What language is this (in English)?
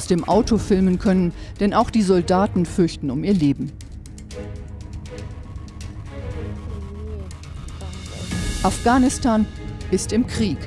German